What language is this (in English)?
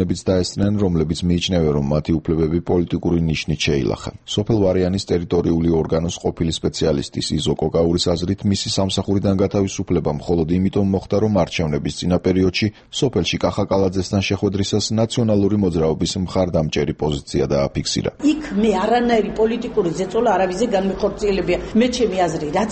Georgian